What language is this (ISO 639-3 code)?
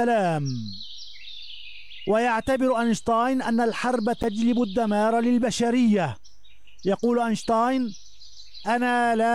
ara